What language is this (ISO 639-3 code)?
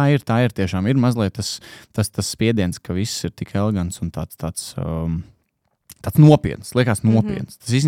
lav